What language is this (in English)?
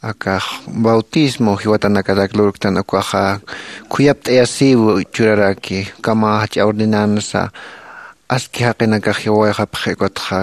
Aymara